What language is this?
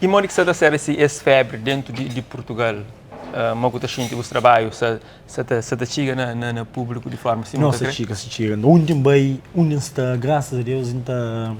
Kabuverdianu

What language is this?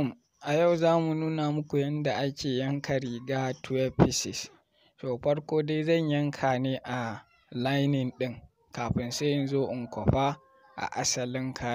Hausa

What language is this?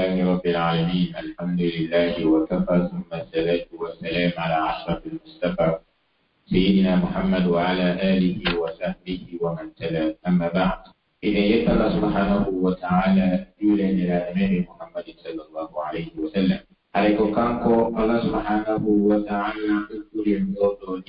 Pular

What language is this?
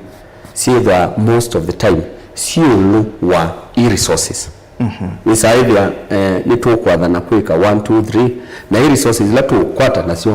Kamba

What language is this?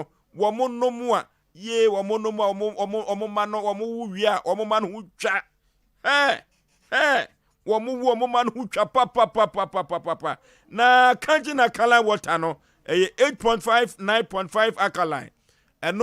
Akan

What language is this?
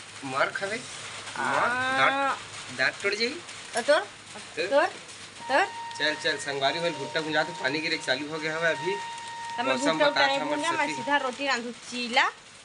Chhattisgarhi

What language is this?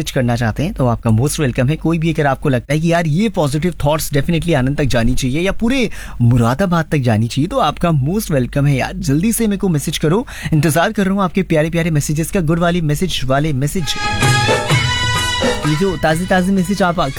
Hindi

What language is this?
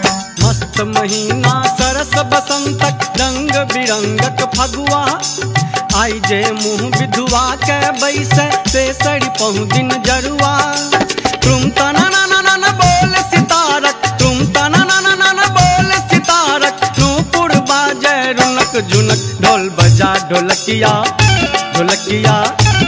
Maithili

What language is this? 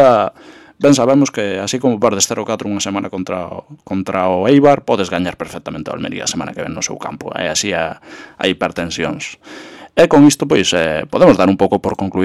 Galician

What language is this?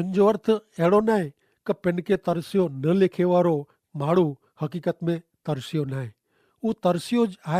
Kachhi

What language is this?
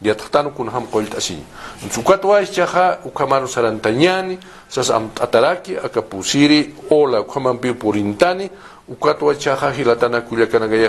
Aymara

